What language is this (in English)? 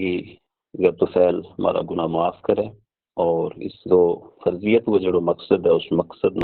Gujari